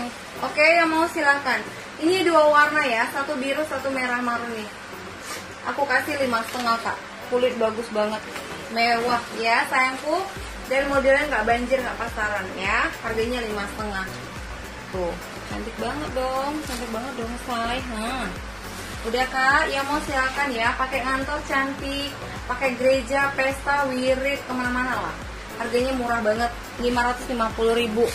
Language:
Indonesian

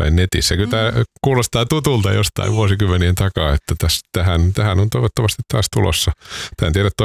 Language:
Finnish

